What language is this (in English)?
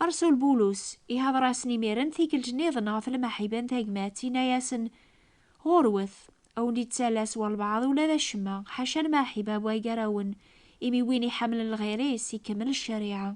Kabyle